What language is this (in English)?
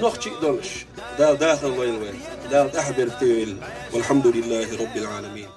Chechen